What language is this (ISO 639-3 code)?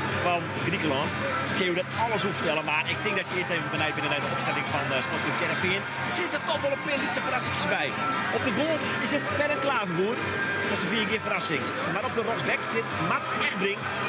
fry